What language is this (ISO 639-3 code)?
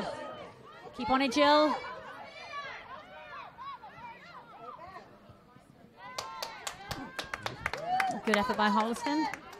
eng